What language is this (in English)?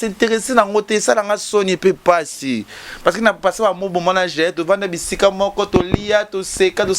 Lingala